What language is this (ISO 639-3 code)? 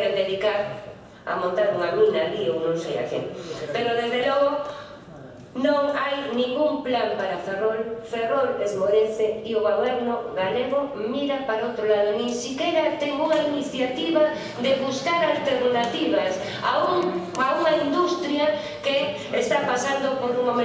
glg